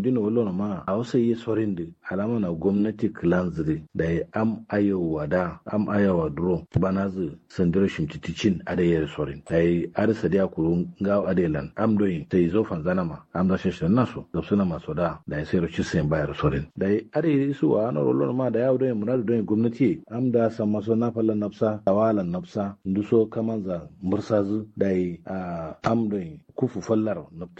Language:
Kanuri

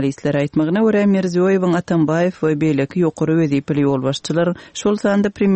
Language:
Turkmen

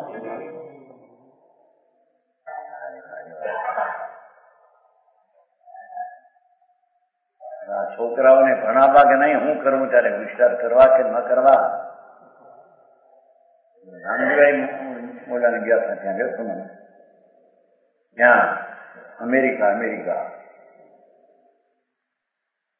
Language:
Gujarati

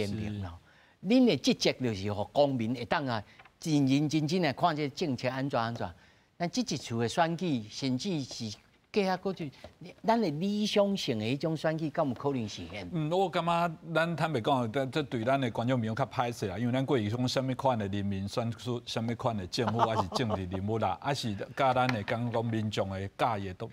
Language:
Min Nan Chinese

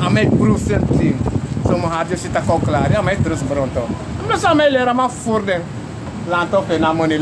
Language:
Sranan Tongo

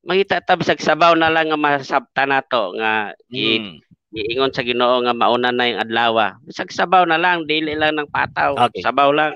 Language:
Cebuano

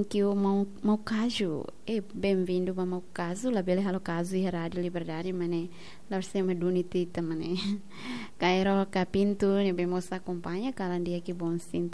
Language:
Tetum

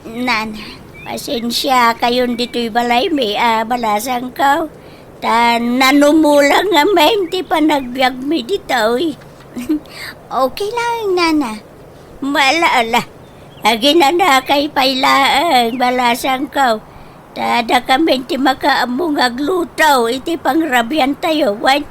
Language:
Iloko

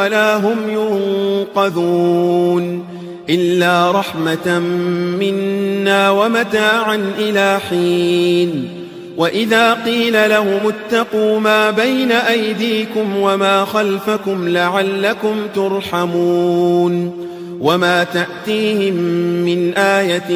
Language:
Arabic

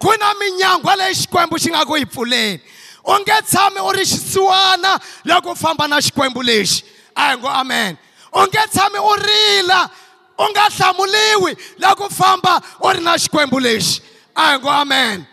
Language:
Tsonga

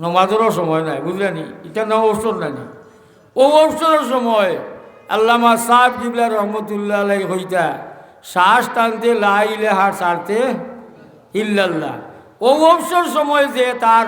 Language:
Sylheti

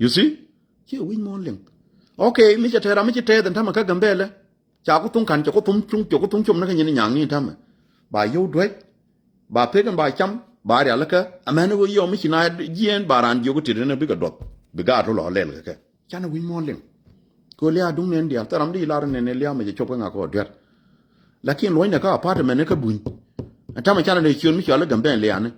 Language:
Nuer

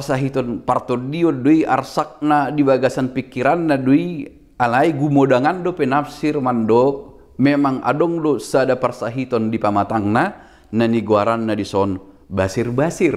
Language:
Batak Toba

